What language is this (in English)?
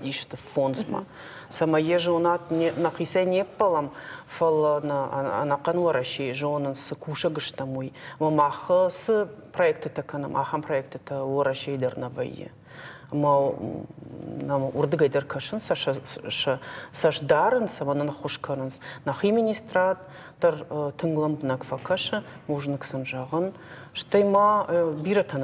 Ossetic